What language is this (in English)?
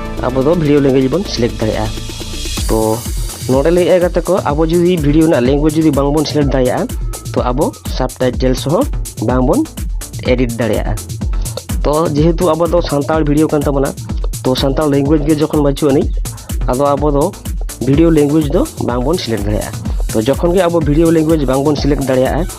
Santali